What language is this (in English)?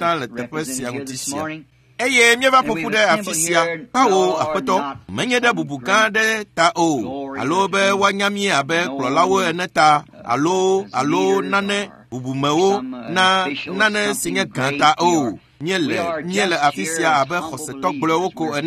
Ewe